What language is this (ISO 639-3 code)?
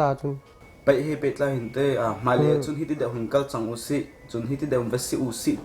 cnh